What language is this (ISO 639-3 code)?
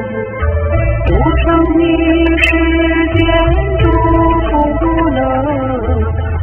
zho